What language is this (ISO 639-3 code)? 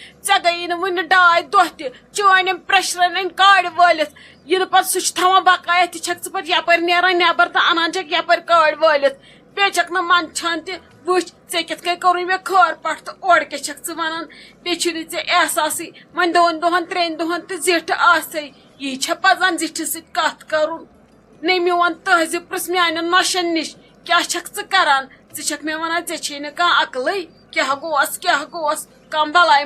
kas